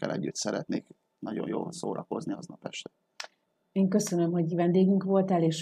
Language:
Hungarian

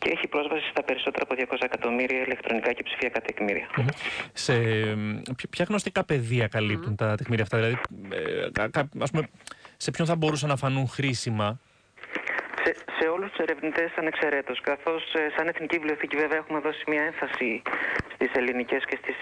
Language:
Greek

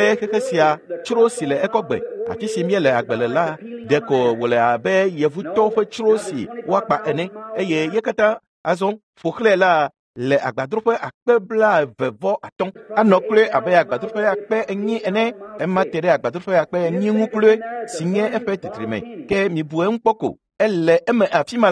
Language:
Ewe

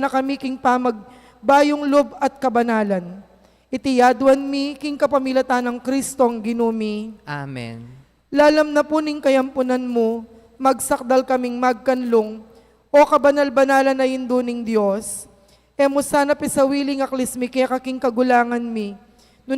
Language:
Pampanga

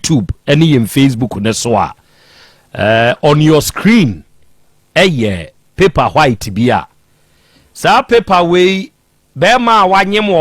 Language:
Akan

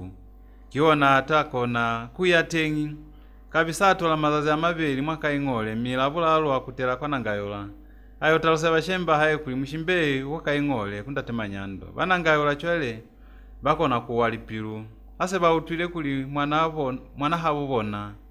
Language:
Lozi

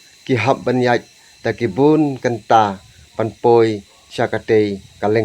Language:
Khasi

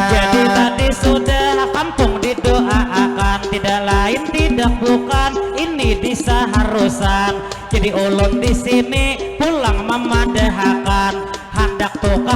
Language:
Banjar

